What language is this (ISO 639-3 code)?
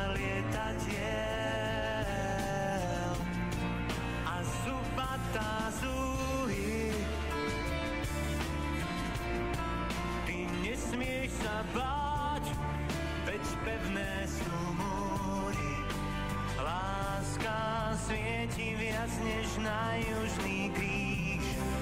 slk